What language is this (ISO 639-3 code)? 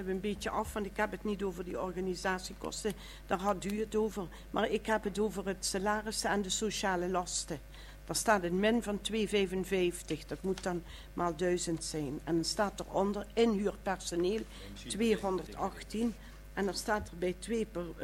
nld